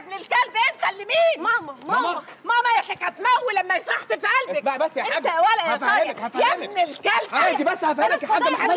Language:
Egyptian Arabic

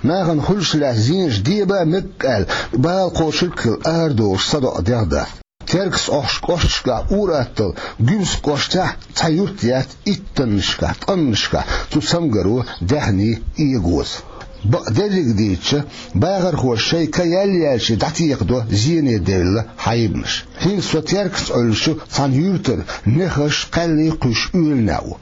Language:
Chechen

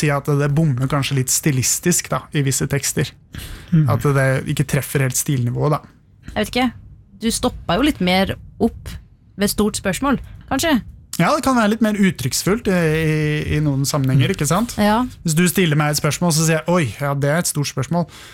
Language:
Norwegian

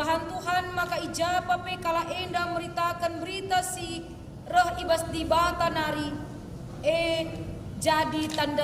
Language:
Batak Karo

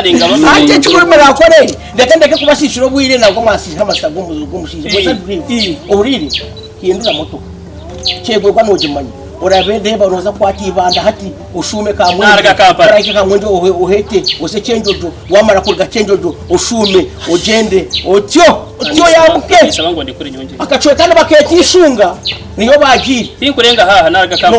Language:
Nyankole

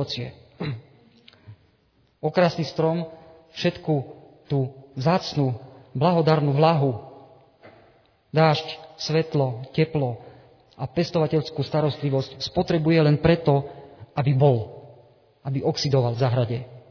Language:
Slovak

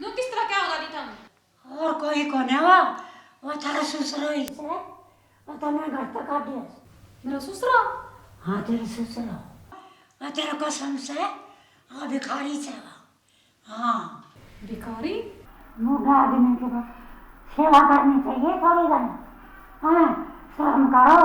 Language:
Haryanvi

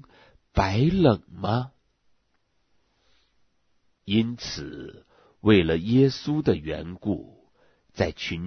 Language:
Chinese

